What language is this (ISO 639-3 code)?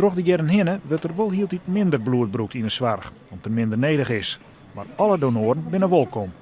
fry